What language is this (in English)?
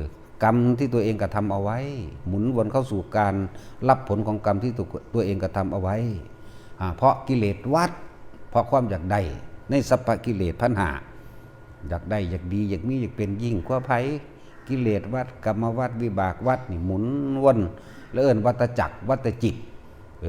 Northeastern Thai